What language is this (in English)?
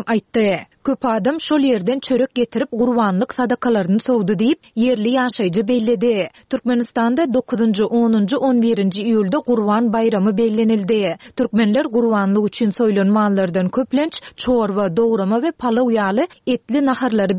Turkmen